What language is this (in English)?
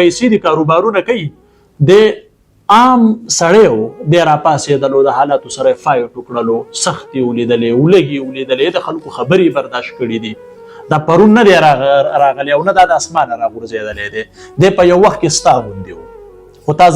Pashto